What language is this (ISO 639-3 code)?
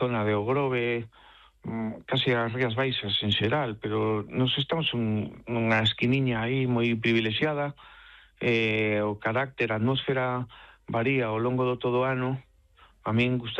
glg